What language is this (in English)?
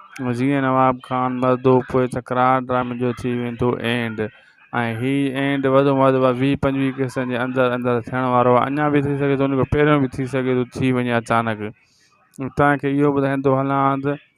Sindhi